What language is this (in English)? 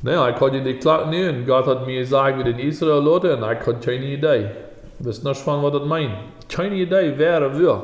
Plautdietsch